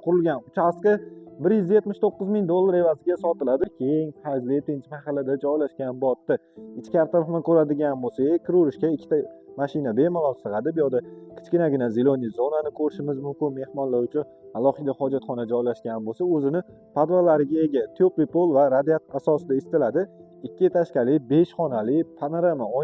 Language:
Uzbek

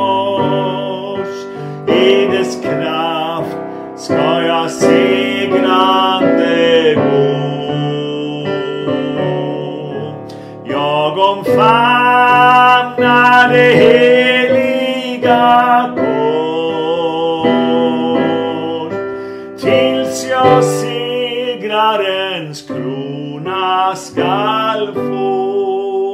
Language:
Swedish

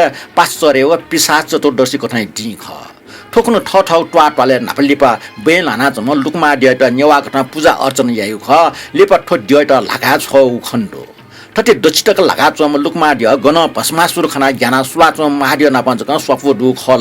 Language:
Newari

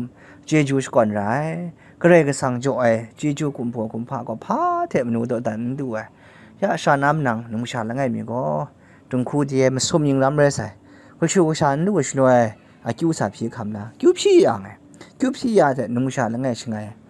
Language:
Kachin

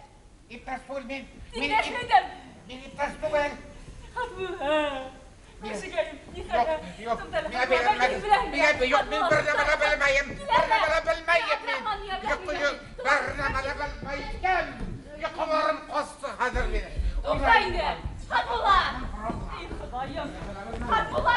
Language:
Bashkir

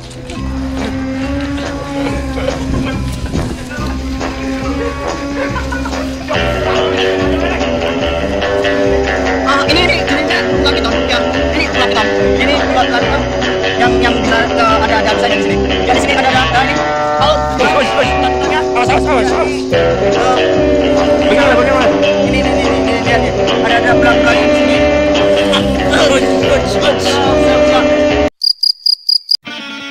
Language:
Indonesian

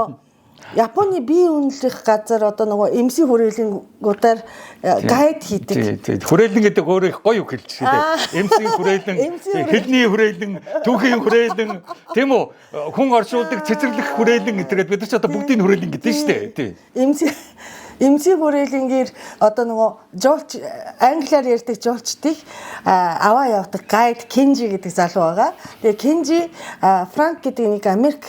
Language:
Mongolian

